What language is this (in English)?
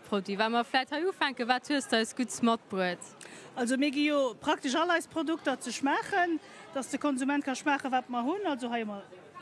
Luxembourgish